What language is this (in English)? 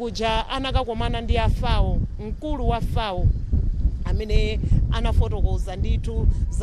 Nyanja